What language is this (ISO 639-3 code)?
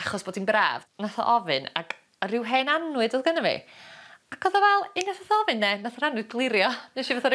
cym